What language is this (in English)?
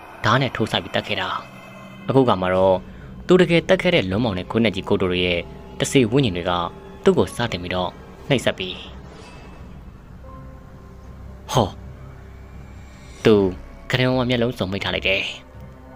Burmese